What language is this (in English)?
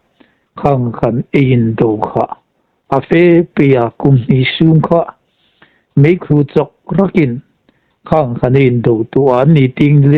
Hmar